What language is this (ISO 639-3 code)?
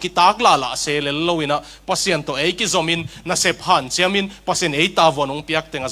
ctd